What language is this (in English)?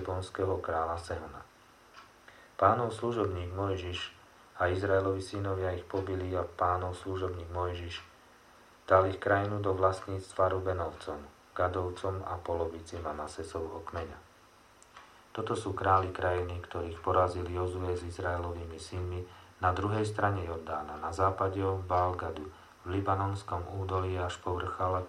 Slovak